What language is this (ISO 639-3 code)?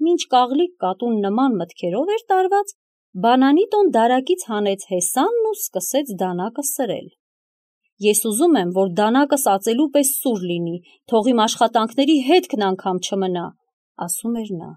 hye